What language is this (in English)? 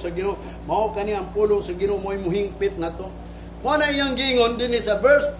Cebuano